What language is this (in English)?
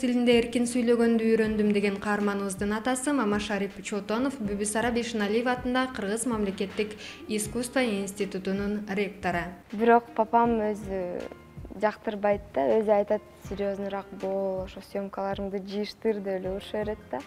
Kyrgyz